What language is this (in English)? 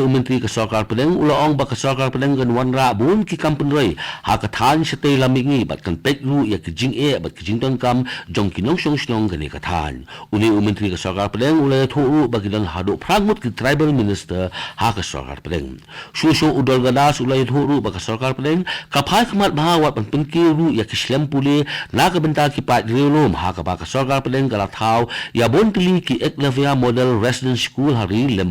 Khasi